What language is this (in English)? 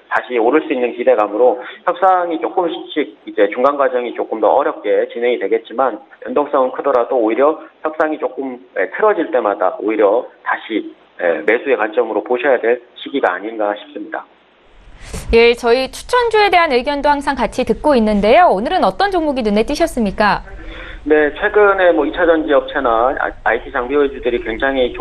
Korean